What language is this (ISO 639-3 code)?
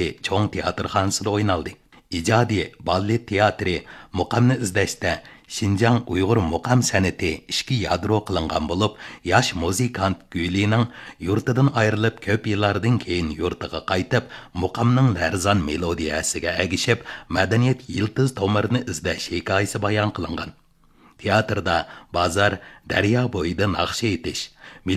uig